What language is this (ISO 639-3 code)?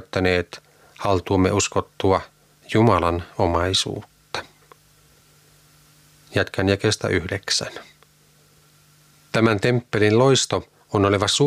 fin